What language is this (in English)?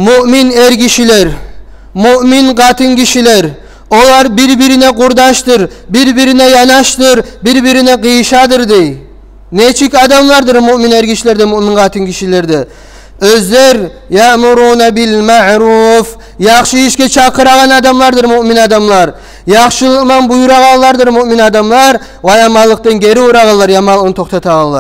Kumyk